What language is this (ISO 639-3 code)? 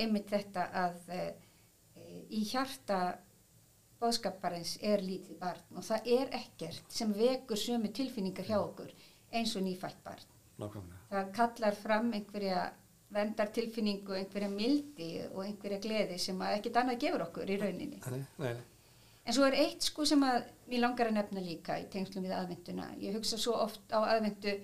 isl